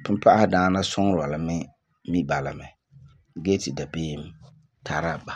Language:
Frafra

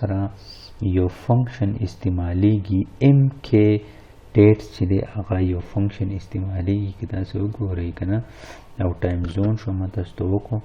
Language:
Pashto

